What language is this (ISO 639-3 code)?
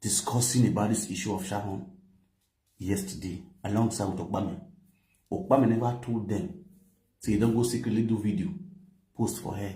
pcm